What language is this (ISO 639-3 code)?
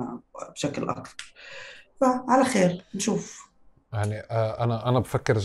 apc